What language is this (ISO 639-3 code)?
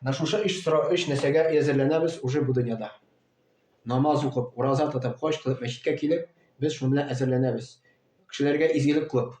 tat